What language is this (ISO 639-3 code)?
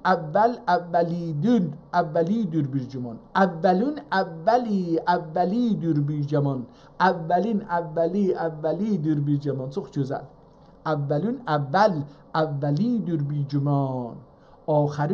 azb